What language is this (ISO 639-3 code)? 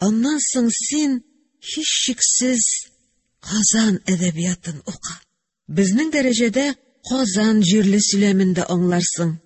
tat